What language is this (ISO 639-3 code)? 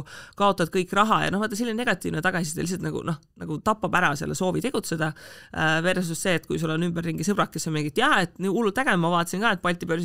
est